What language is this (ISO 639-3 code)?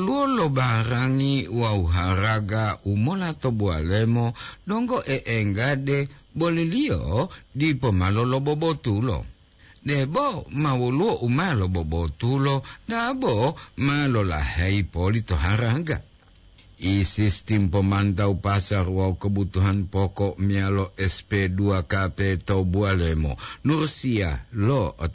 gor